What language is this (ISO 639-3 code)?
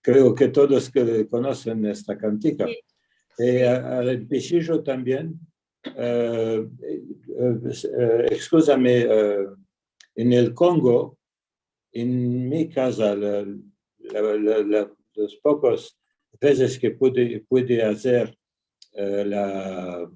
lad